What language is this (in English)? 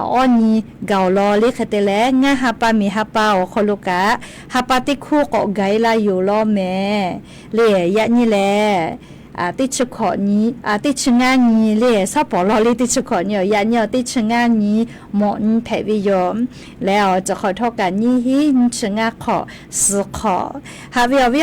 Lahu